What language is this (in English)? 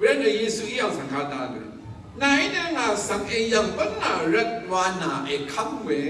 Rawang